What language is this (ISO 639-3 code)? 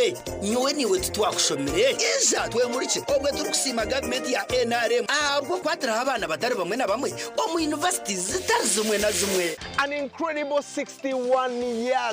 nyn